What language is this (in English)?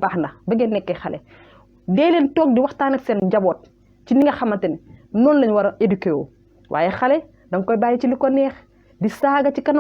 Wolof